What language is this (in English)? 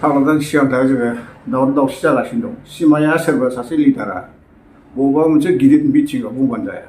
Bodo